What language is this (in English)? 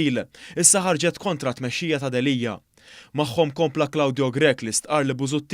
Maltese